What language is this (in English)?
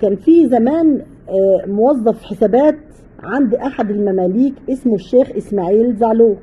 Egyptian Arabic